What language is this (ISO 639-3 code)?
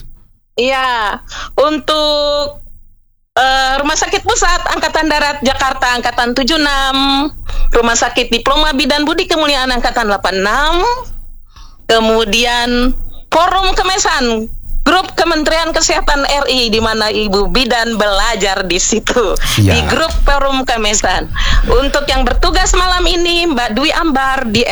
ind